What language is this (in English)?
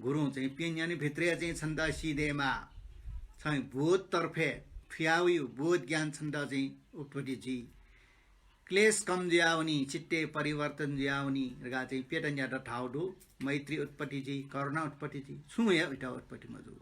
Newari